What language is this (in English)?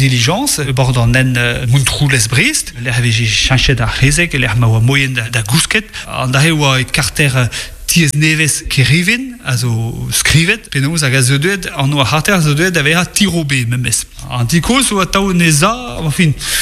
Breton